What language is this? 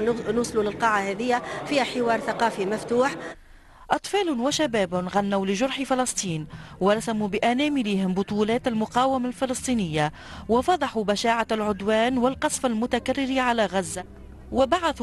Tunisian Arabic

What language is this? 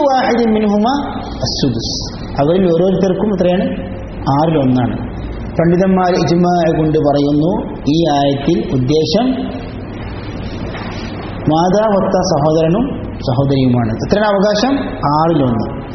Malayalam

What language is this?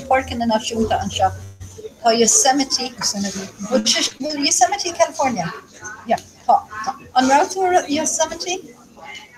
Irish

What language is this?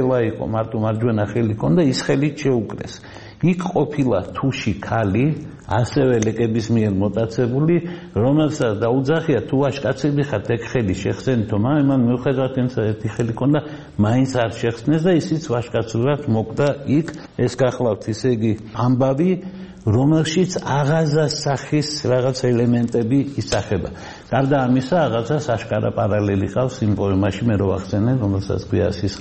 Georgian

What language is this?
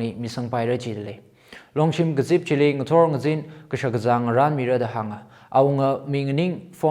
Tangkhul Naga (India)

